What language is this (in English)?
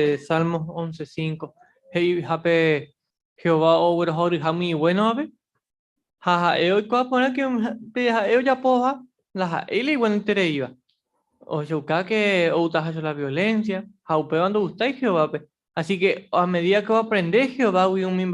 Guarani